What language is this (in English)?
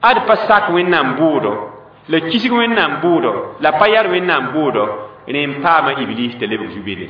Mossi